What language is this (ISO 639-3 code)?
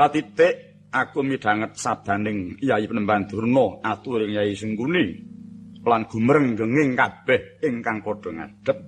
jav